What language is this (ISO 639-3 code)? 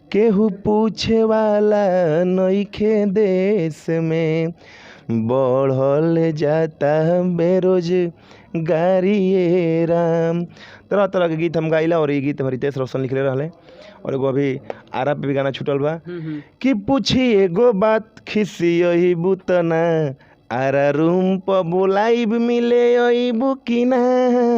bho